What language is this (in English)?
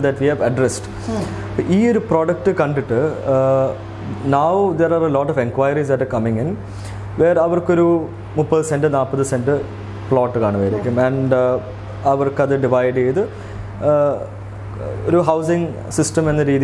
Malayalam